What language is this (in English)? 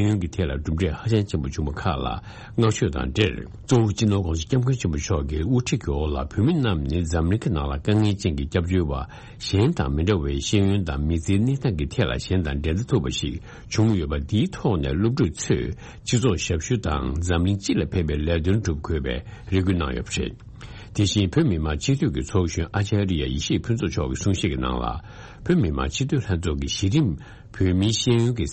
Tibetan